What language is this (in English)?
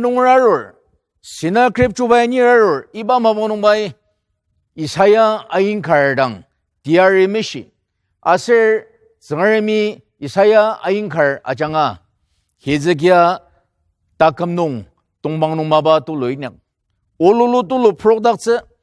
Ao Naga